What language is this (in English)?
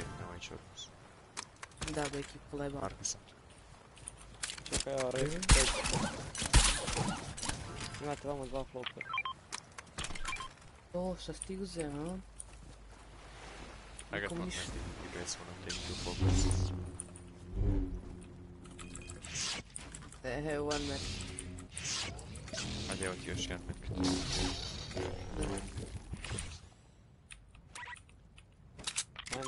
Croatian